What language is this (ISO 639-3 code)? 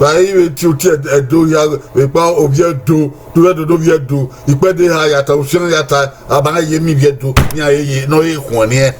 bin